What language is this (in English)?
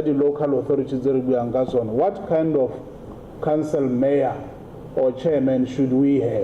Tswana